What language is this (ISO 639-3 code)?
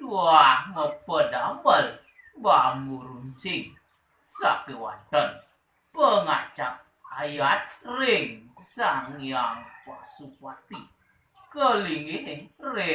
ban